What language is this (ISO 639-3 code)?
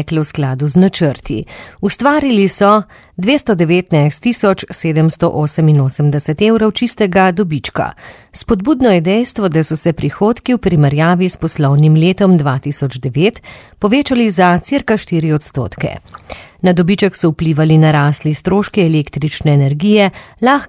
slv